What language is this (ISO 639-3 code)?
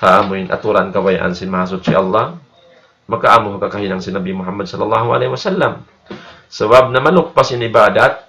tsg